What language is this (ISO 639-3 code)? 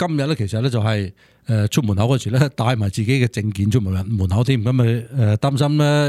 yue